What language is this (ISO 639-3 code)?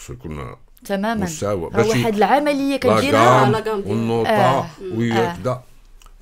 ary